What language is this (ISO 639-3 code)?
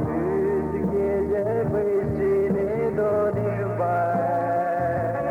pmx